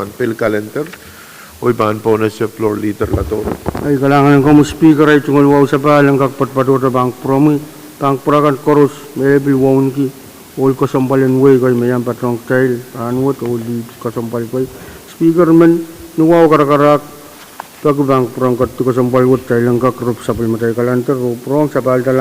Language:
Pohnpeian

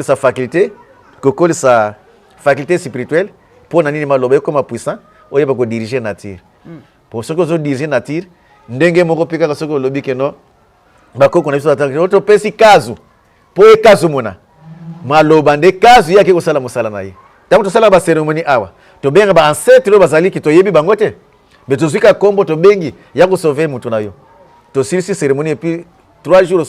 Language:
Lingala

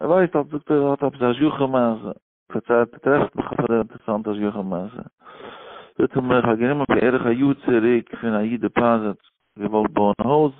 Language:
Yiddish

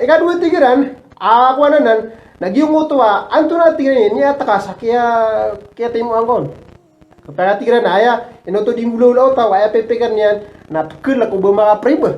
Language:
Maranao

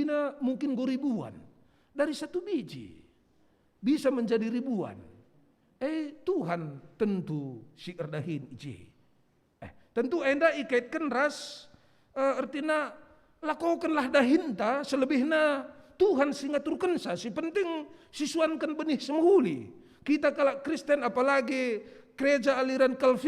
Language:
Batak Karo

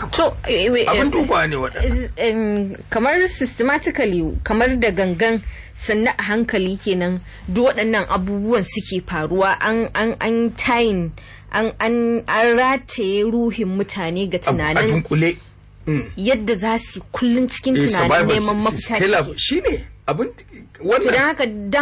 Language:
Hausa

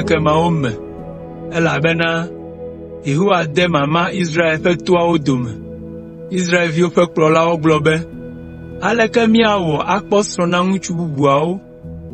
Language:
Ewe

